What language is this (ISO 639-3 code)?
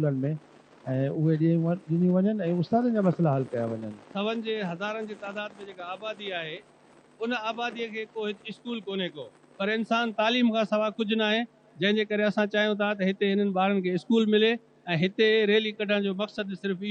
snd